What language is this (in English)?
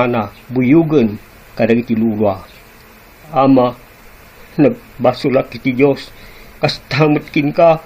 Iloko